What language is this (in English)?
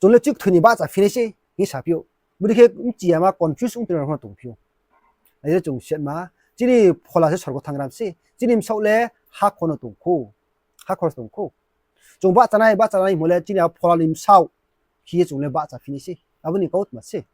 Riang (India)